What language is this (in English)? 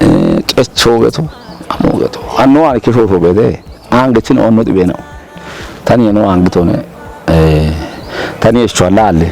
Kafa